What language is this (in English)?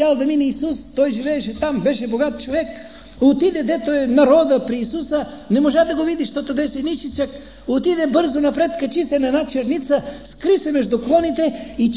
Bulgarian